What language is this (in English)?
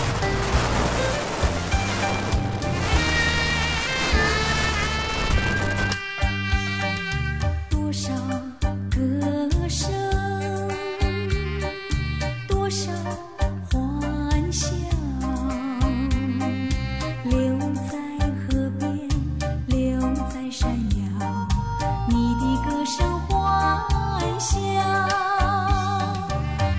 Chinese